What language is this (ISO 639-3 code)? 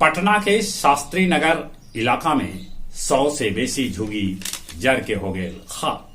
mag